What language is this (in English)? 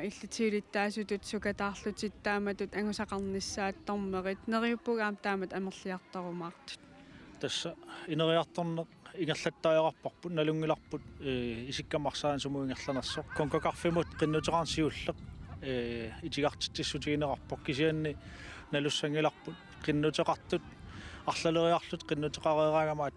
Kalaallisut